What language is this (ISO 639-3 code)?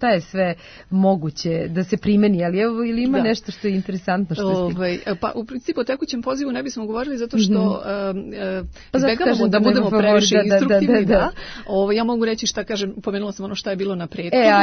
srp